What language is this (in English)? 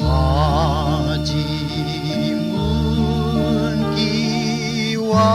Morisyen